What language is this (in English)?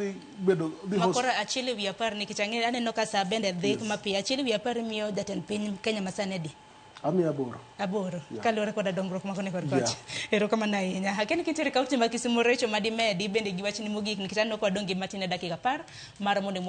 Luo (Kenya and Tanzania)